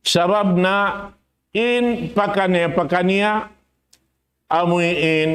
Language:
Tausug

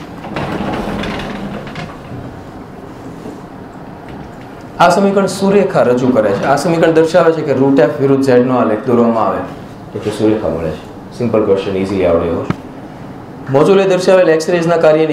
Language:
Gujarati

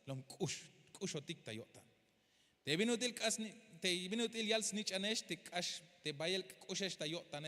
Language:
Tzeltal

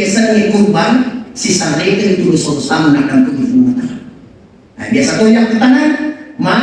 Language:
Buginese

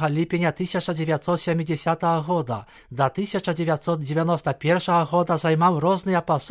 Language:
Belarusian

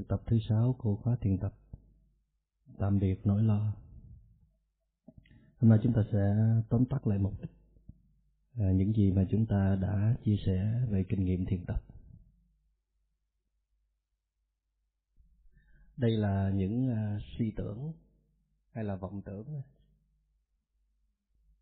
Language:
Vietnamese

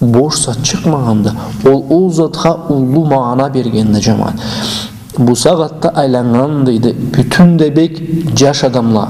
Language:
Karachay-Balkar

